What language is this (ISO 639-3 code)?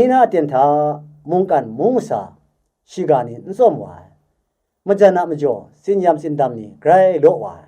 kac